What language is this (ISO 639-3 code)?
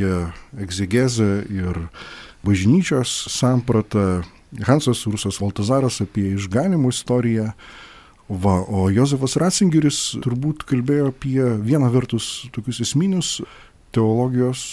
lit